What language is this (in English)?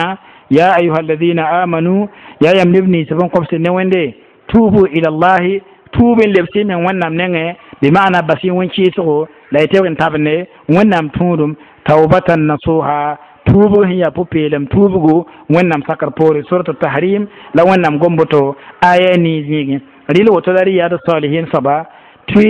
Mossi